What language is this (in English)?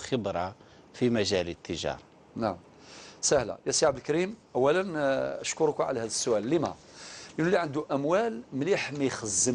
Algerian Arabic